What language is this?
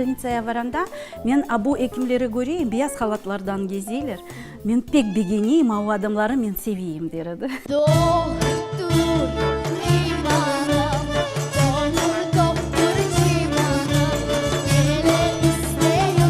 Crimean Tatar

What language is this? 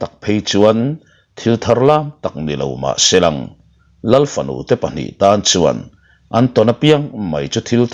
Mizo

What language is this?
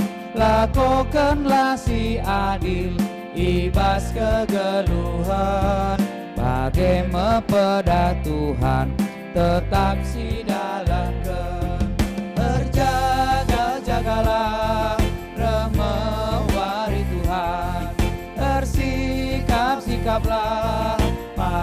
Batak Karo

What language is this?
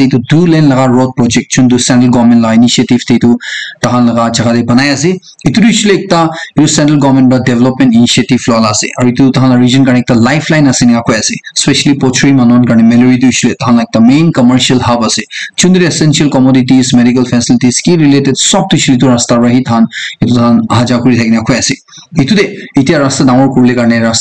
Naga Pidgin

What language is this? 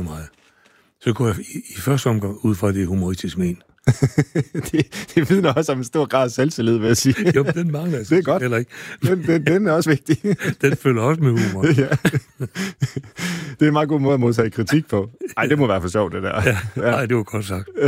Danish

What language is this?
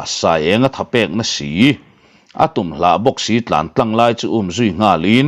Mizo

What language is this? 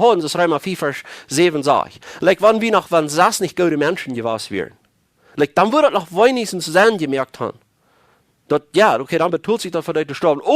Plautdietsch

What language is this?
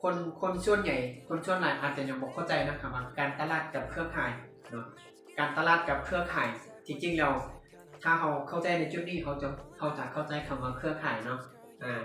Lao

